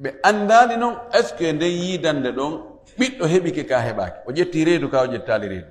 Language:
Fula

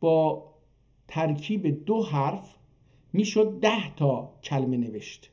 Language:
South Azerbaijani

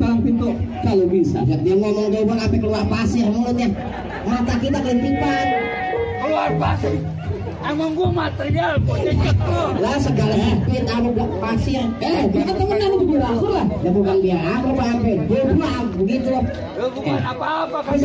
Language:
Betawi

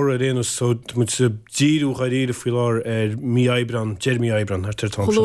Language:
Irish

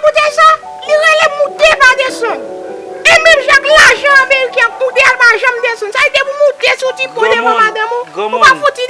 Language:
Haitian Creole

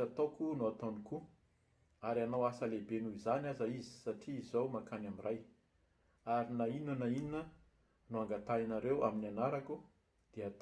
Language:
Malagasy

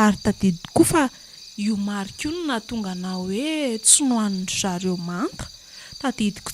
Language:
Malagasy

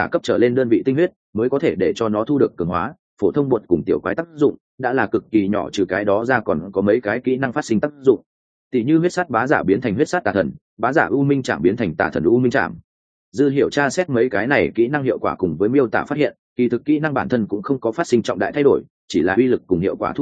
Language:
Vietnamese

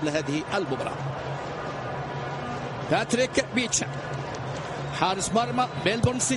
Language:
Arabic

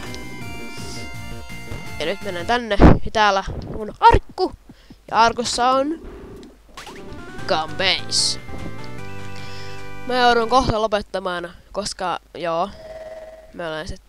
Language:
Finnish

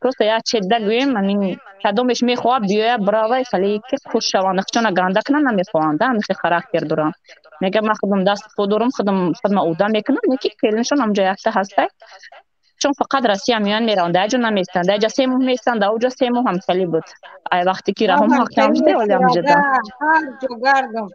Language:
Tajik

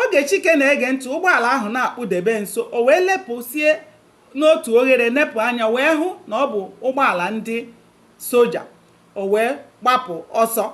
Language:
Igbo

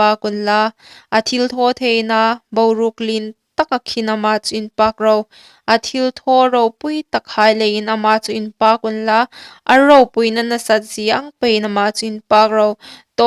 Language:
Hmar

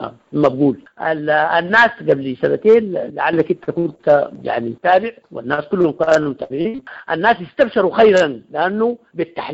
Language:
Sudanese Arabic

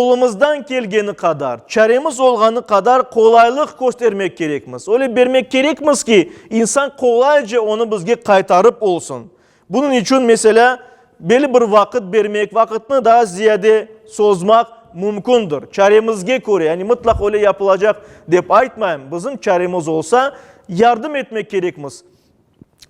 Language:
Crimean Tatar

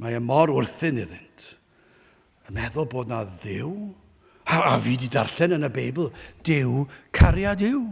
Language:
Welsh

